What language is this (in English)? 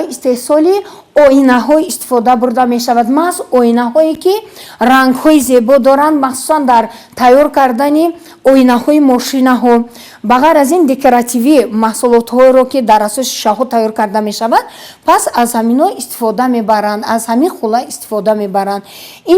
Tajik